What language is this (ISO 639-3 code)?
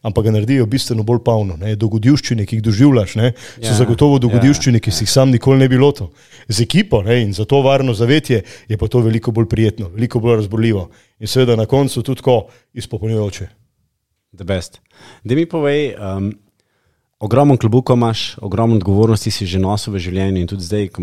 slv